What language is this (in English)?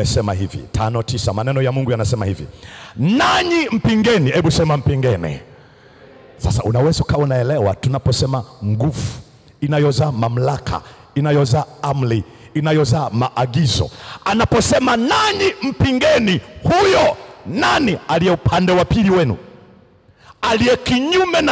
Swahili